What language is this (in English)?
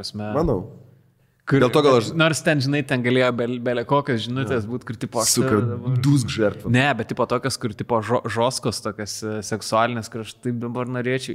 Lithuanian